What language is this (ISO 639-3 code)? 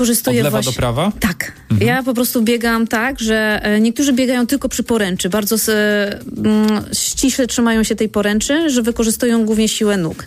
pol